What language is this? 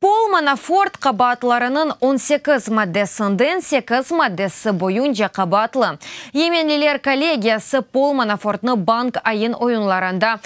Crimean Tatar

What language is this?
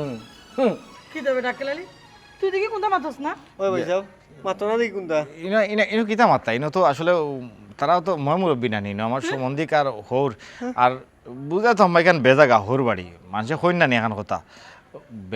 Sylheti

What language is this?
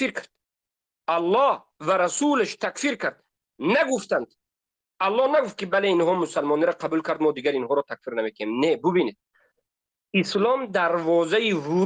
Tajik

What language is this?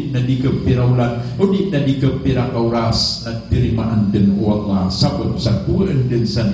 Maranao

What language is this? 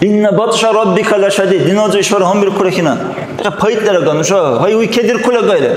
Dargwa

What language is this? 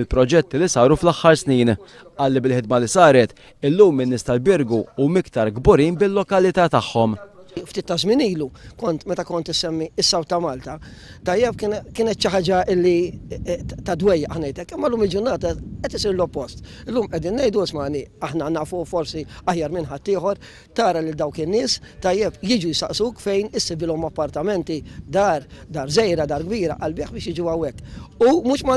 Maltese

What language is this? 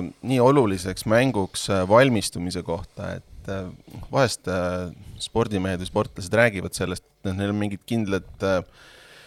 Estonian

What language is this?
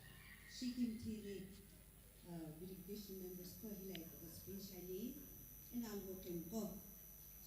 Sumi Naga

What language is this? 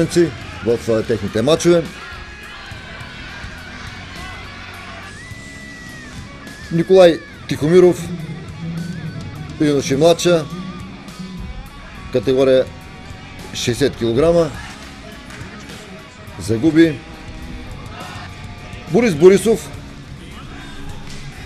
Bulgarian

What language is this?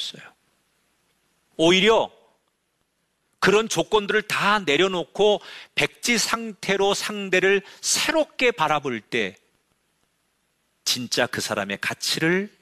Korean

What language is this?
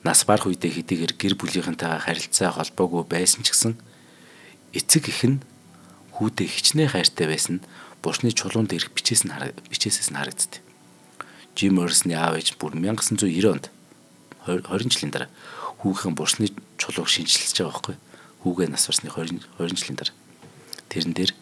Mongolian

